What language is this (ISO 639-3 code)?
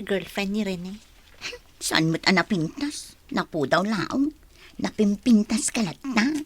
ilo